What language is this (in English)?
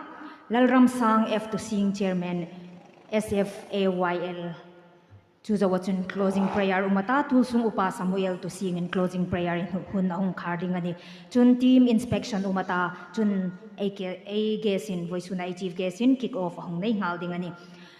Hmar